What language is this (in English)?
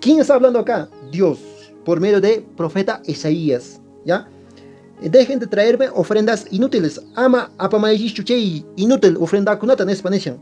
Quechua